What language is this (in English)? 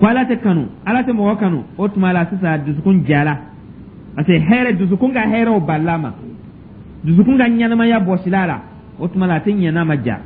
Dyula